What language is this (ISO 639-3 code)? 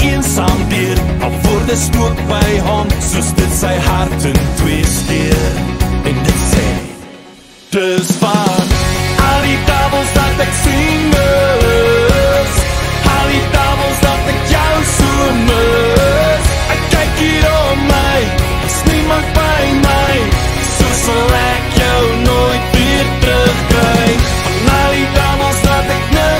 afr